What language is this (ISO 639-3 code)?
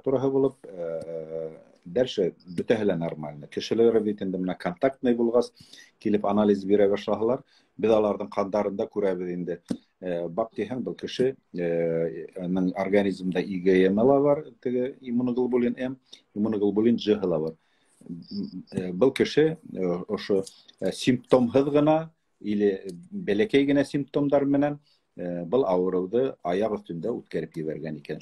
bak